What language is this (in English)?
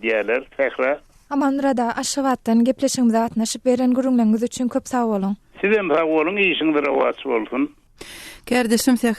Turkmen